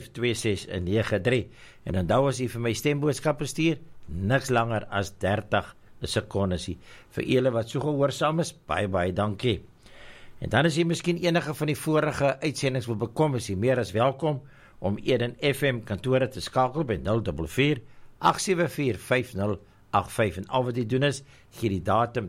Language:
Afrikaans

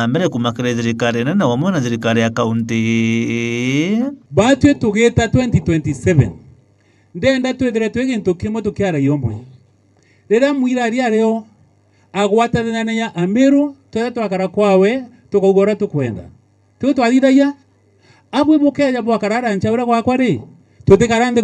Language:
Meru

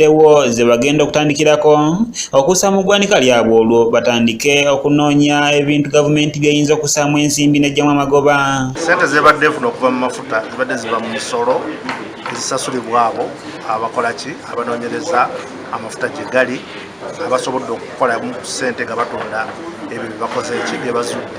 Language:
Ganda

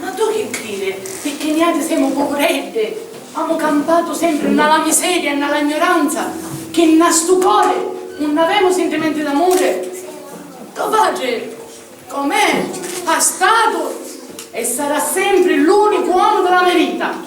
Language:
Sicilian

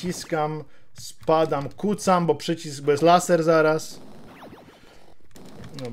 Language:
Polish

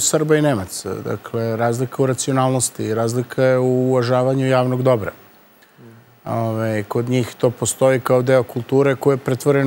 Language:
Serbian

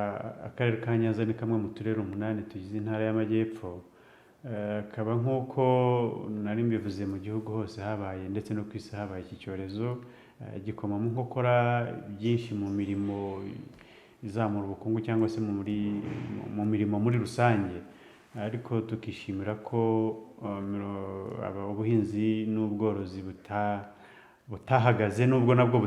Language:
Kinyarwanda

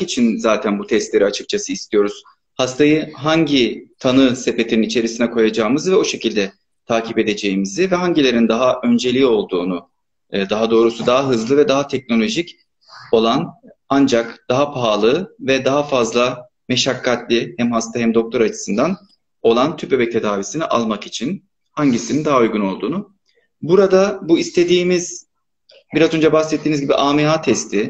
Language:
Turkish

